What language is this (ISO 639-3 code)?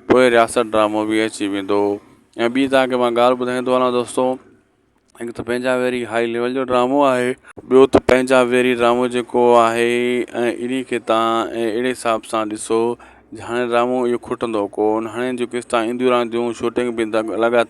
snd